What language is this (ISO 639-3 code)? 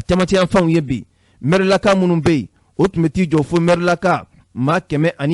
bam